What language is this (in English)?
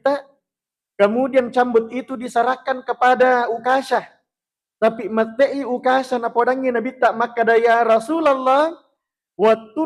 Buginese